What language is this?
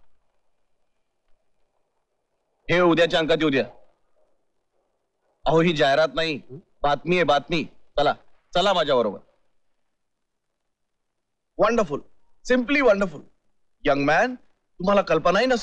Marathi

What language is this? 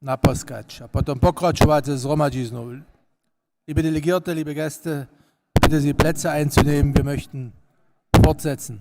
Upper Sorbian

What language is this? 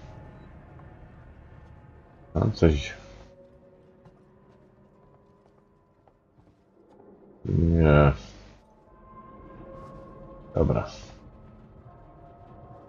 Polish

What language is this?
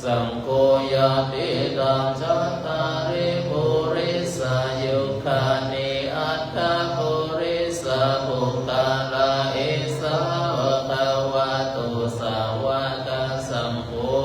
Pali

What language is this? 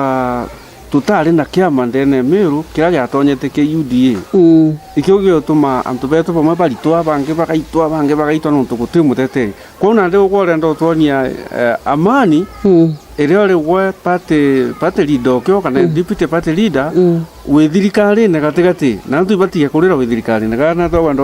Meru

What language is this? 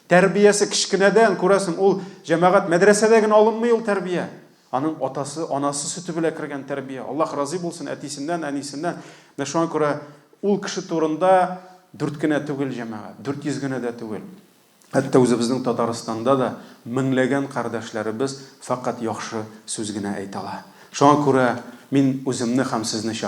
Tatar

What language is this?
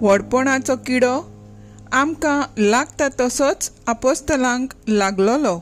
Konkani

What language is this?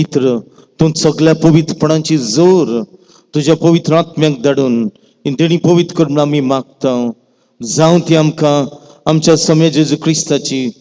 Konkani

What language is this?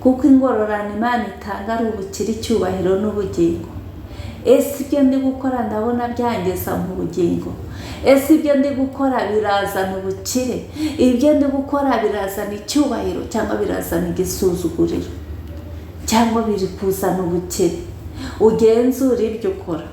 Kinyarwanda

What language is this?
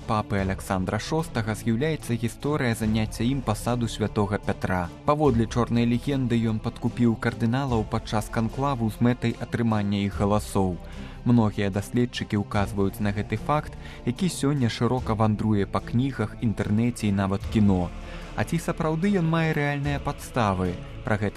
Belarusian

